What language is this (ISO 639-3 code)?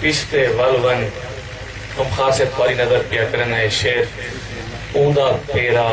skr